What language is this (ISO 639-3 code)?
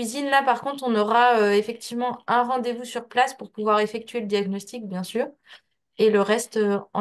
fra